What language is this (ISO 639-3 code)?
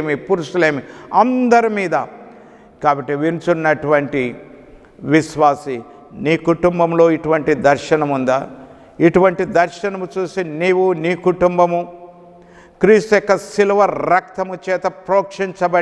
tel